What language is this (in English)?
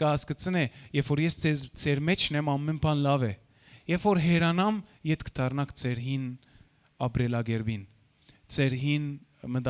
Western Armenian